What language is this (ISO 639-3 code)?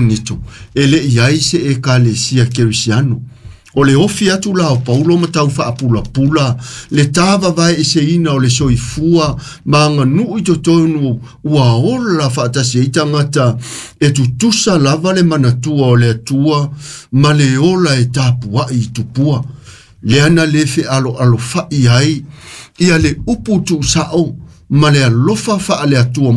smo